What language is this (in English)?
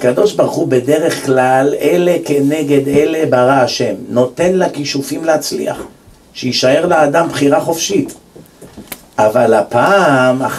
Hebrew